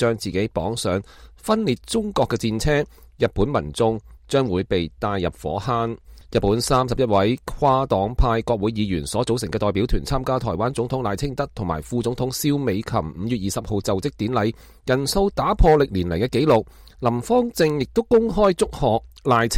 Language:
Cantonese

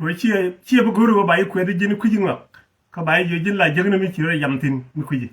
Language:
Nuer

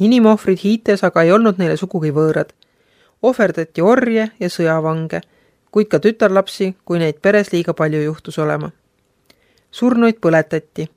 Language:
Estonian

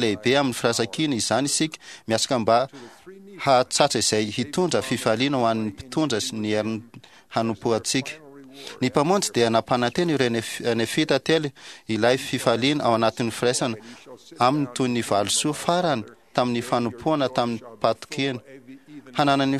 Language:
Malagasy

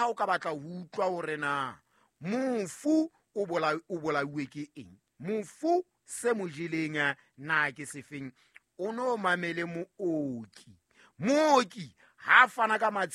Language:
Southern Sotho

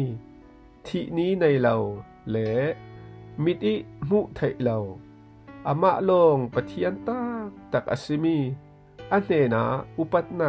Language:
Falam Chin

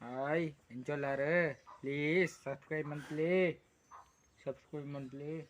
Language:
Tulu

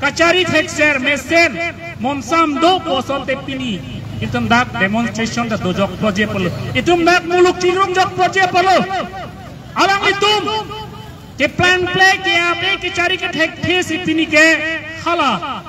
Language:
Karbi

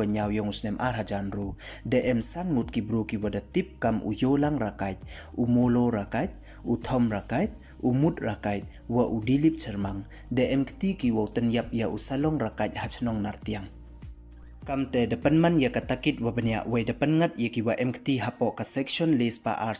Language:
Pnar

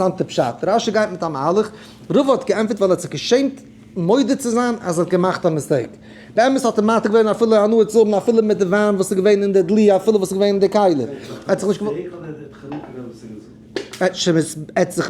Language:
Yiddish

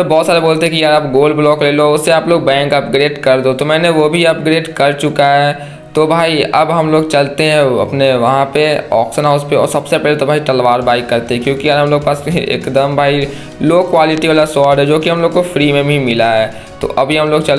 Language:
Hindi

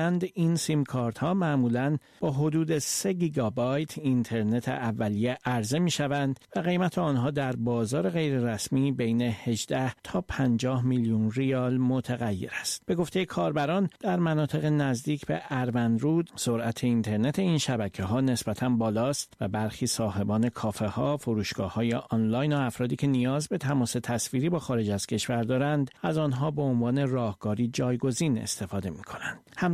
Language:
Persian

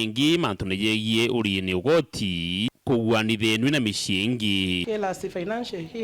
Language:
Meru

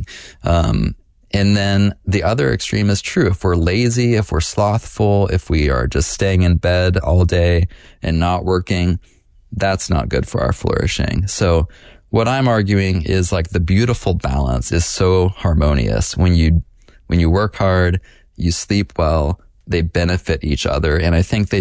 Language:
English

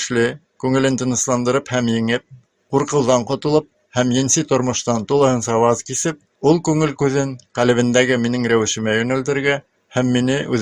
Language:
Bashkir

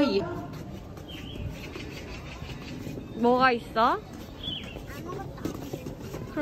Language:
Korean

